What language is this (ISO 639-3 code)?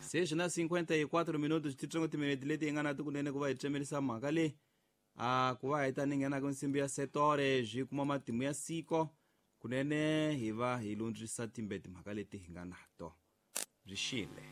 tso